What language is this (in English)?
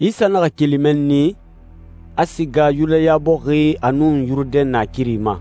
Susu